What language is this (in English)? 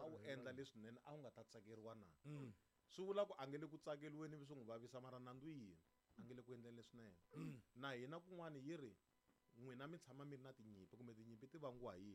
Tsonga